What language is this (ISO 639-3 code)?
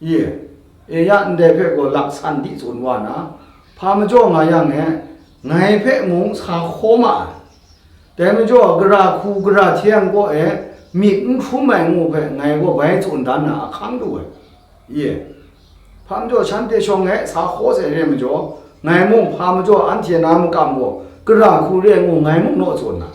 kac